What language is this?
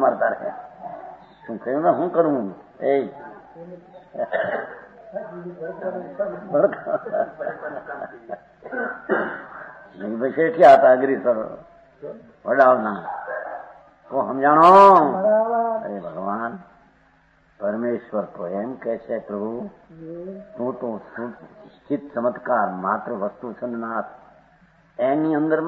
Gujarati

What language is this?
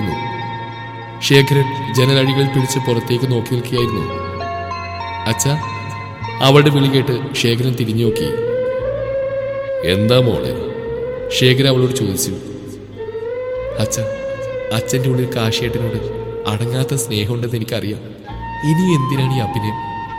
Malayalam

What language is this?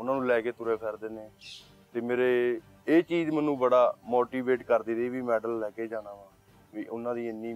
Punjabi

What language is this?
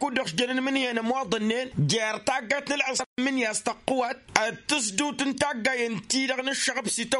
Tamasheq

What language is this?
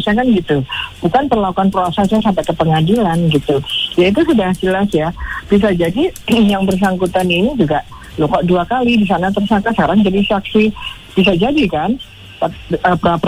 Indonesian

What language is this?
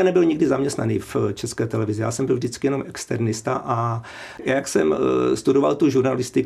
Czech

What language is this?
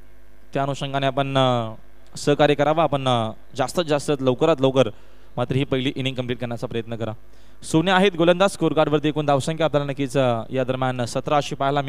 Marathi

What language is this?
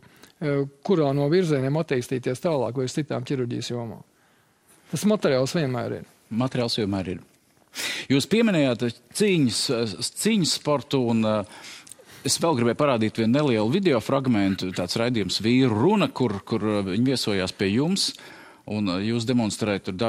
Latvian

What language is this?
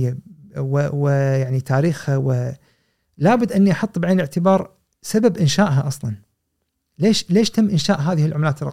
Gulf Arabic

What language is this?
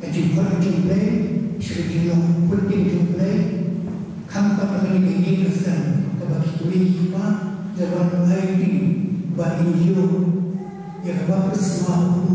Khasi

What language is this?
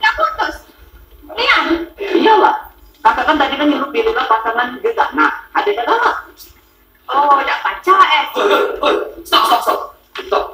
Musi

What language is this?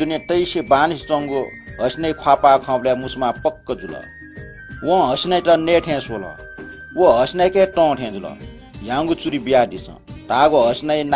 Newari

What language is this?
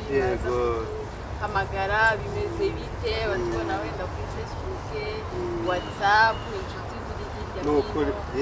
Kinyarwanda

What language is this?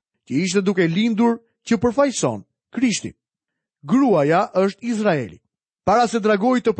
Albanian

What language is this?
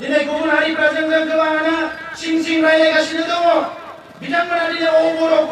Bodo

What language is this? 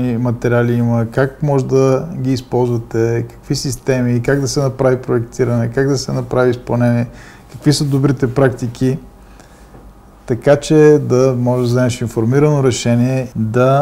Bulgarian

